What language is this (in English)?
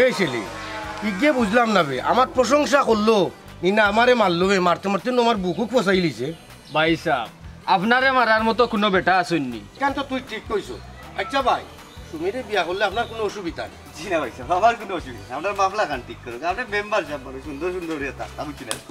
Sylheti